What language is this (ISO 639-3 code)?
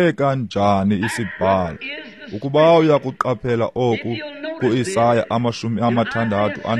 xho